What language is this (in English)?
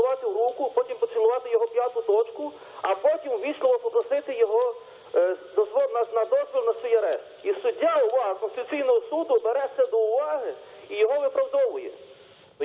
Ukrainian